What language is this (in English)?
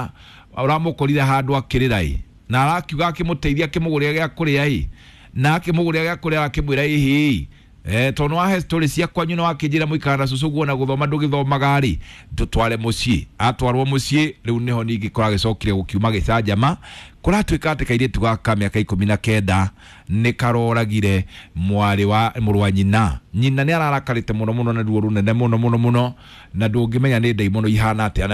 Kikuyu